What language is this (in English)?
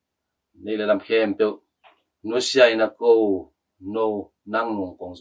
Tedim Chin